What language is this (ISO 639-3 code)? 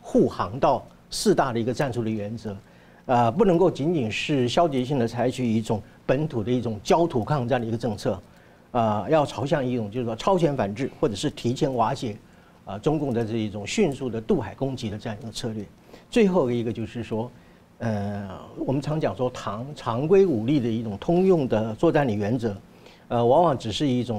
zho